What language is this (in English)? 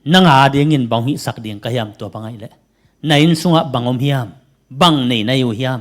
Tedim Chin